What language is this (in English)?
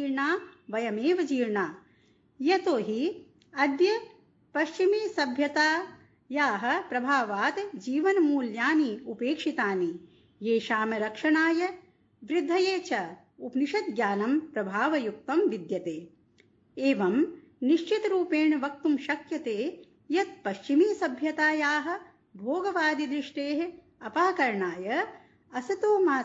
Sanskrit